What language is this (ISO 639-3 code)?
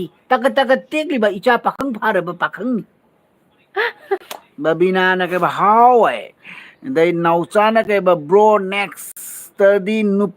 mni